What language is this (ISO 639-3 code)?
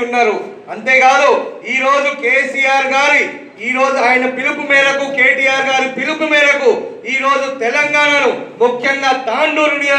tel